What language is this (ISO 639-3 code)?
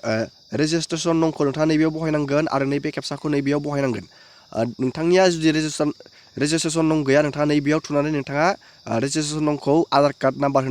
brx